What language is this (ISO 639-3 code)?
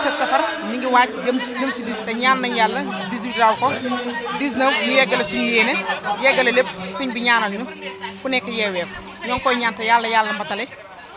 wol